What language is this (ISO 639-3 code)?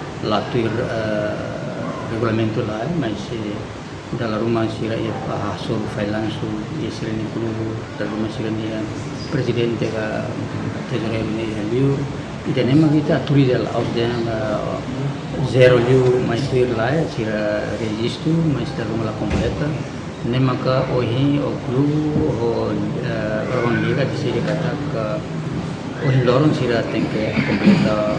tet